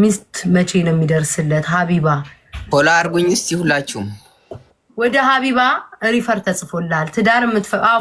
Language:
Amharic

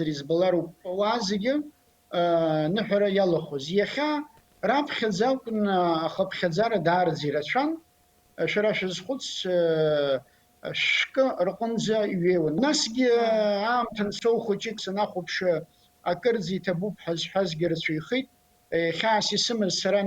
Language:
Abkhazian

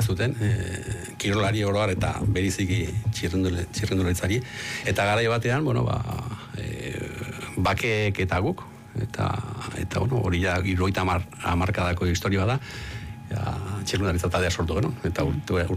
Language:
Basque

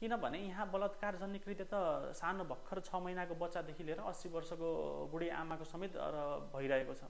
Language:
Nepali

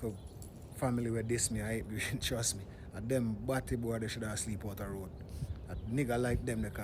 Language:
Jamaican Creole English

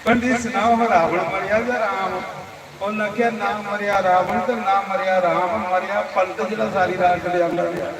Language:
Dogri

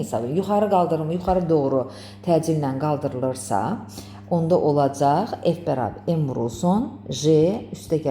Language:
Azerbaijani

